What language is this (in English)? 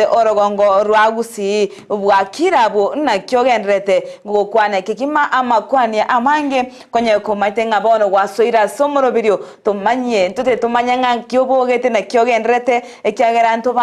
Gusii